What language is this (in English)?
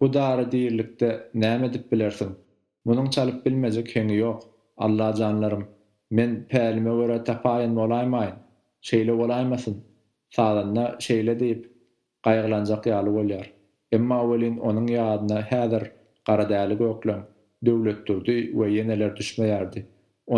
Turkmen